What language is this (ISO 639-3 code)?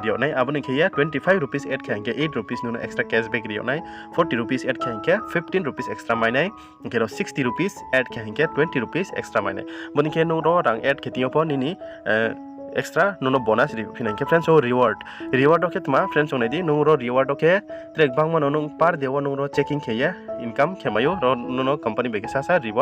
ria